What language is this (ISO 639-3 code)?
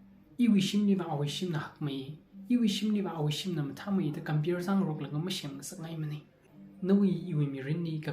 nmf